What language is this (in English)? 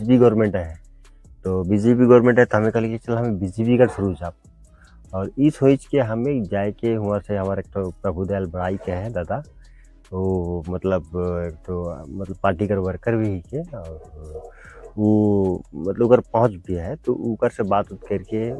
Sadri